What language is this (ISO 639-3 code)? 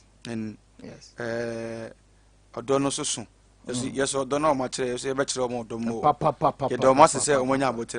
aka